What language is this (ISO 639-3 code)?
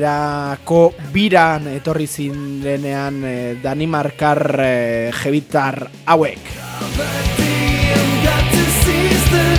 eus